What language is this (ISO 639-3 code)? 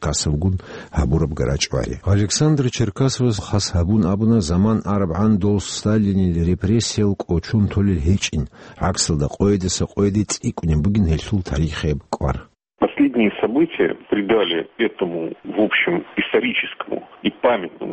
ava